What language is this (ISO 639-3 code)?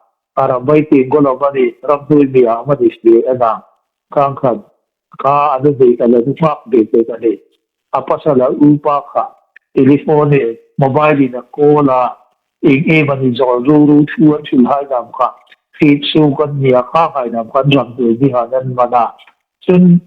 hmr